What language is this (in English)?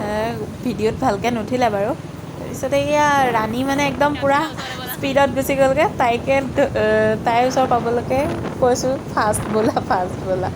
Assamese